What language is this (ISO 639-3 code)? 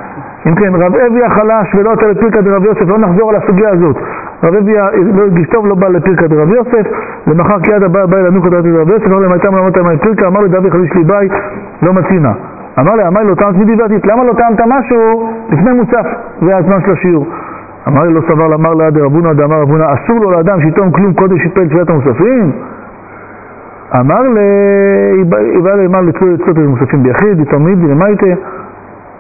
heb